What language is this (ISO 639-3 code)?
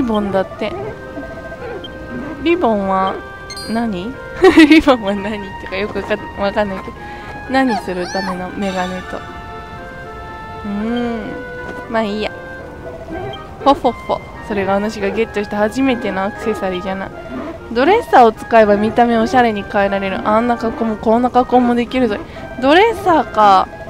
jpn